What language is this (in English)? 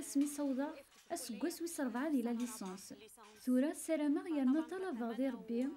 Kabyle